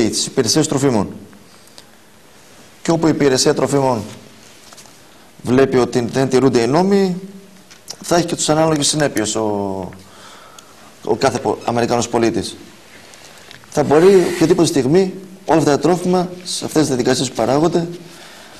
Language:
Greek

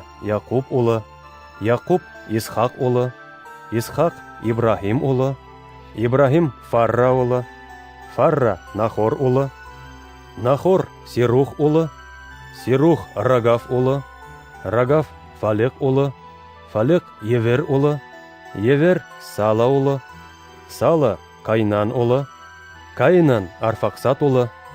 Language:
Bashkir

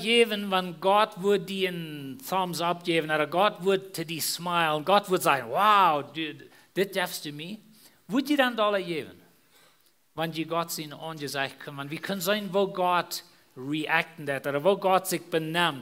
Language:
Plautdietsch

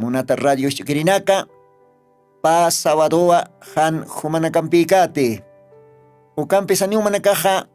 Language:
Aymara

